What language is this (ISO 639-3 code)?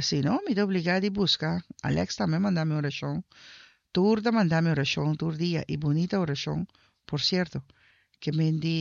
pap